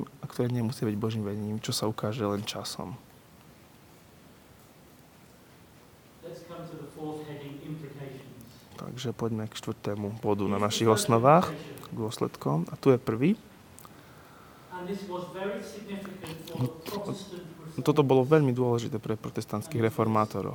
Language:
Slovak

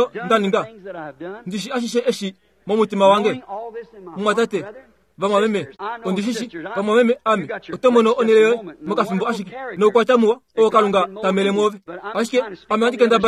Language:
Kuanyama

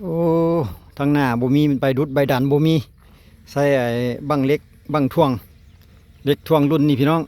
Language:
Lao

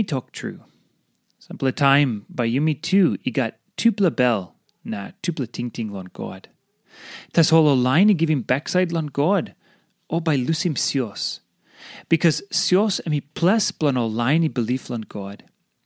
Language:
Tok Pisin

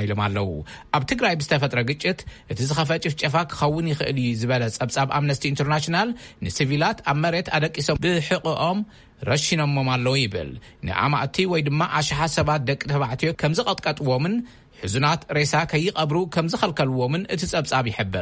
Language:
Tigrinya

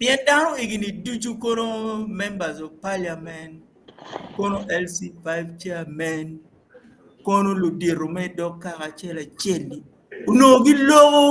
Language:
Acoli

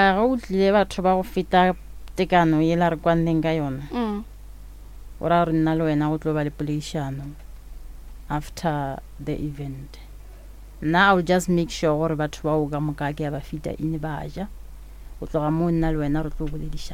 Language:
Northern Sotho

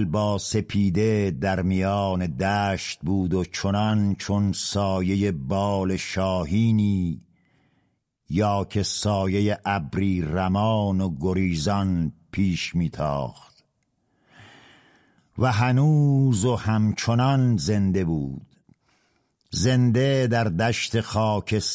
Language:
Persian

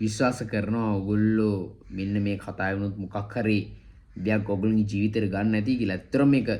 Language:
Sinhala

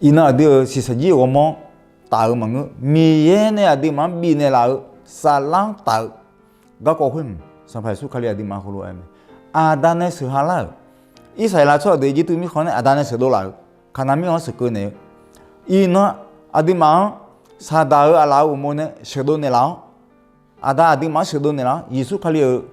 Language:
Akha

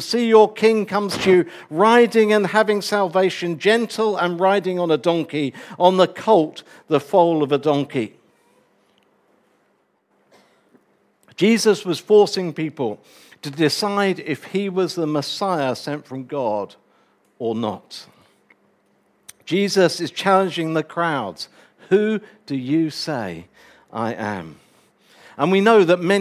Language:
English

